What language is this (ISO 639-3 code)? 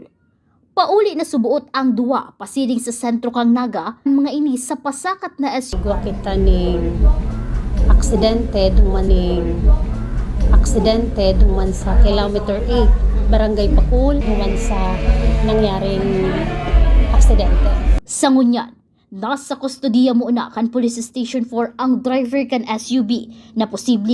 bik